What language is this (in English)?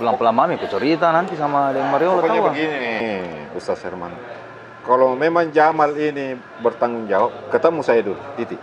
Makassar Malay